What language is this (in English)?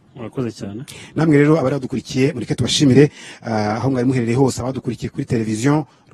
Kinyarwanda